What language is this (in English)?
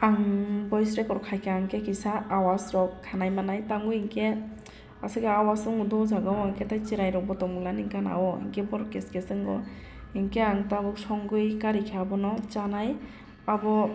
Kok Borok